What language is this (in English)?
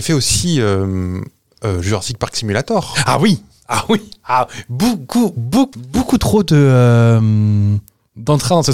French